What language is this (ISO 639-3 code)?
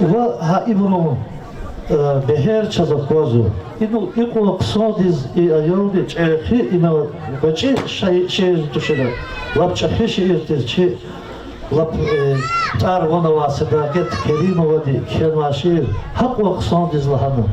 lez